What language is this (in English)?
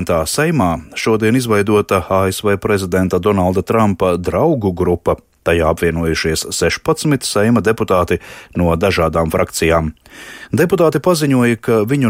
Latvian